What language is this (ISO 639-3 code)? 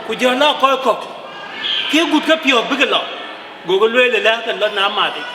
din